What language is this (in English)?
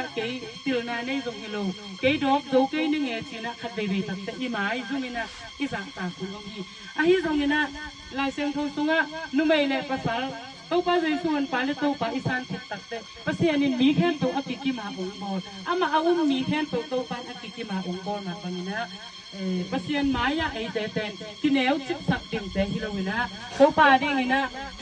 Tedim Chin